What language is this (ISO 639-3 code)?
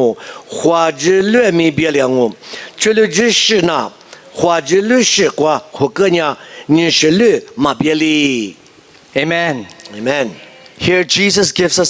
lis